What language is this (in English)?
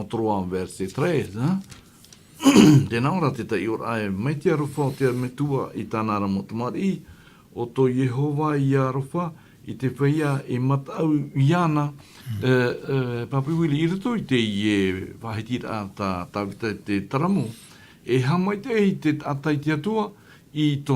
Tahitian